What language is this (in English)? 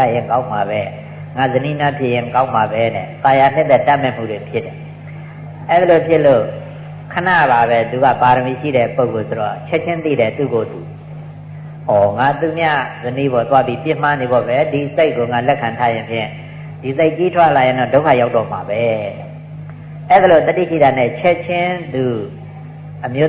Burmese